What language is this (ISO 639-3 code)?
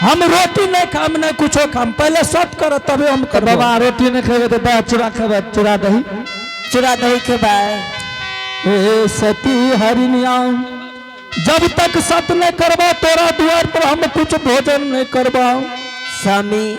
anp